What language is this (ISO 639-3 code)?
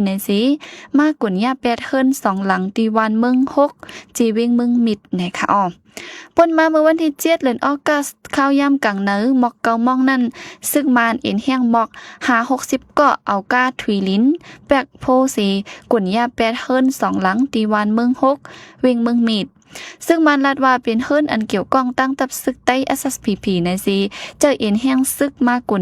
shn